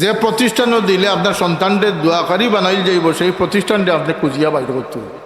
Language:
Sylheti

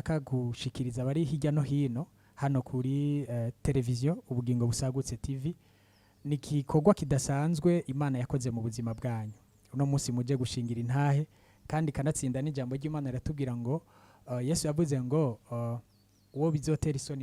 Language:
Rundi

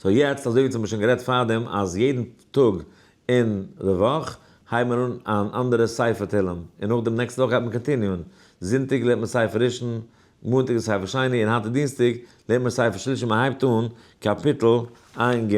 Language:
Yiddish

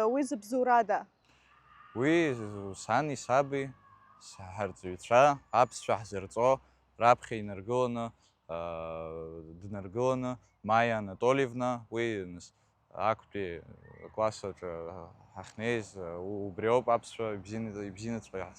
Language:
Abkhazian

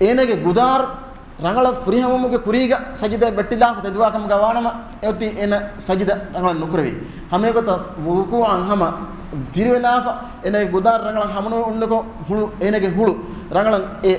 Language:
Divehi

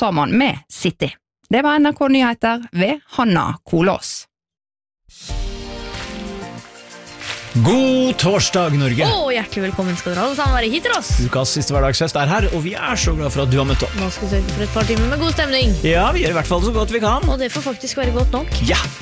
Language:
Norwegian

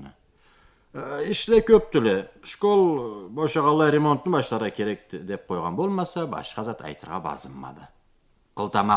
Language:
Karachay-Balkar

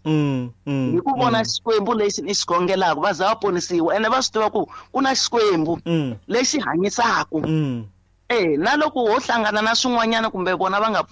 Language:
Tsonga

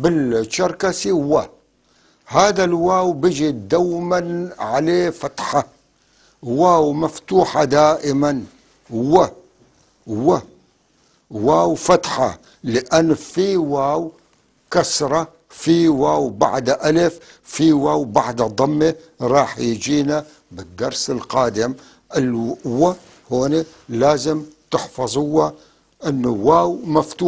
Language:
North Levantine Arabic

